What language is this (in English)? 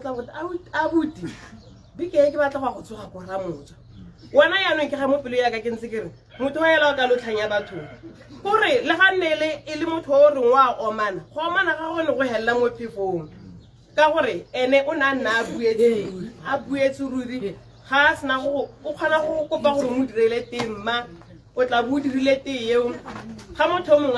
Tswana